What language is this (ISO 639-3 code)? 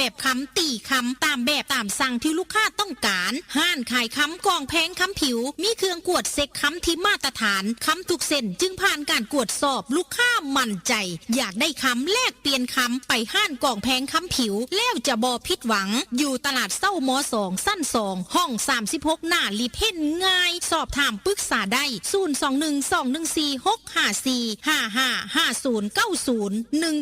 tts